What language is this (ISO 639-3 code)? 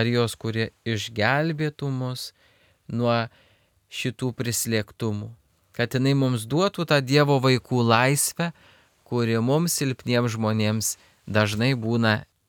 lit